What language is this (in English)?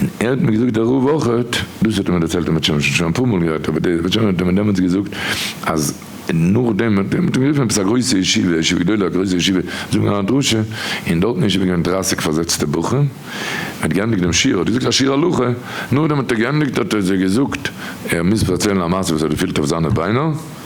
Yiddish